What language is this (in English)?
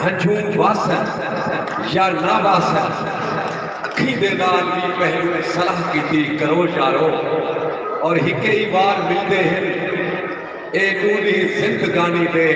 Saraiki